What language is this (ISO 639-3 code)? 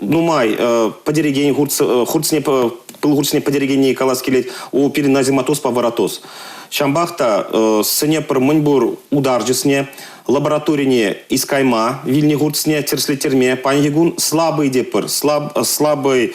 chv